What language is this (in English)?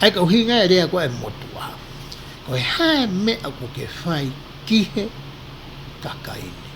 Tongan